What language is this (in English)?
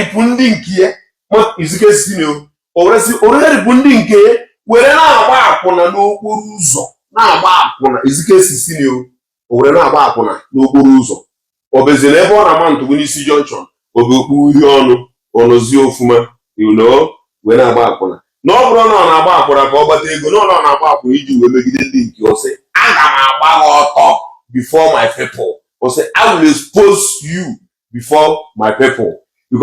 Igbo